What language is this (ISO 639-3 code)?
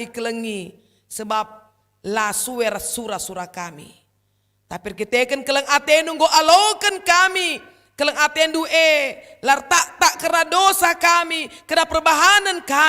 btx